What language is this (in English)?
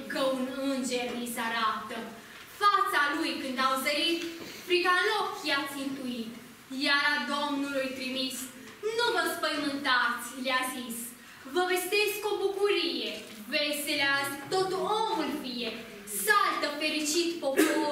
Romanian